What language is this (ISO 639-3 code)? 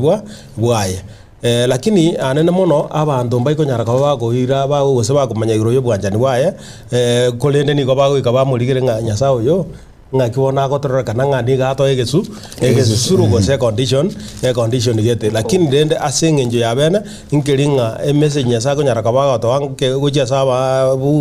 guz